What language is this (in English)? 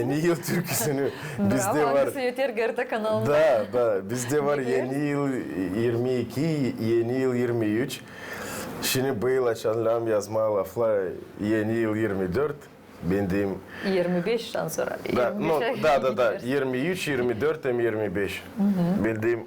Gagauz